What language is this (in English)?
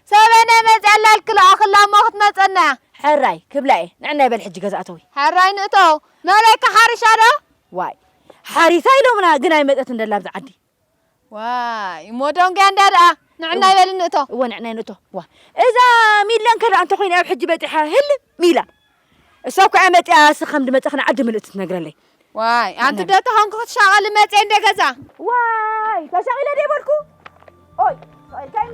Tigrinya